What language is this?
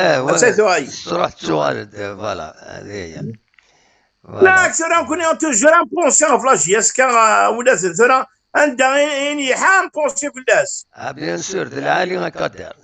Kabyle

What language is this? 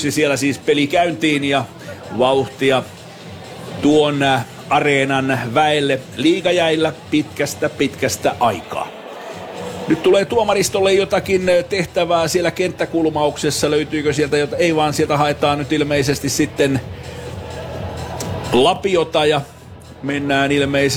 Finnish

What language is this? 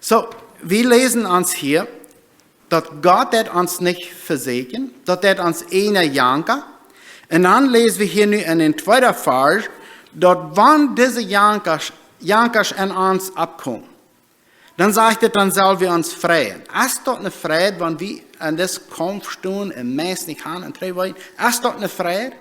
Plautdietsch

